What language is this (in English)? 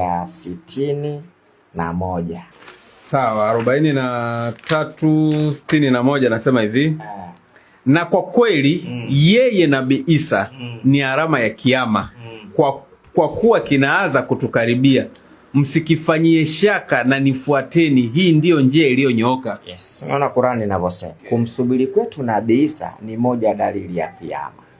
Swahili